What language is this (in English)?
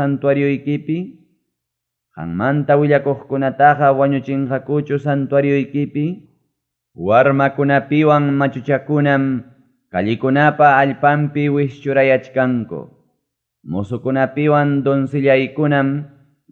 Ayacucho Quechua